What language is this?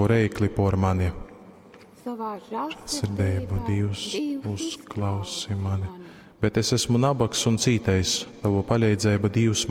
Latgalian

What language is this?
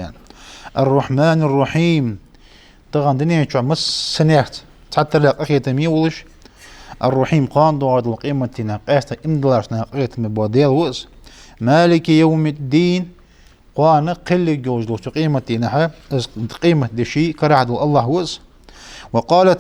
Ingush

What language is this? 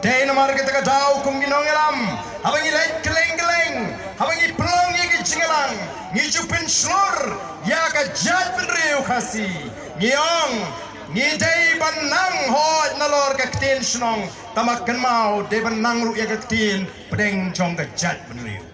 Khasi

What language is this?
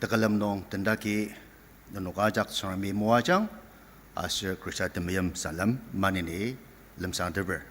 Ao Naga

